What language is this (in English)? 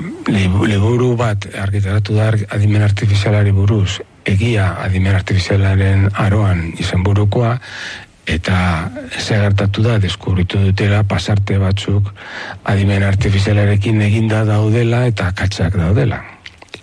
Basque